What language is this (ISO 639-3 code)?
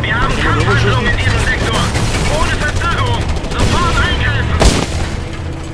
bar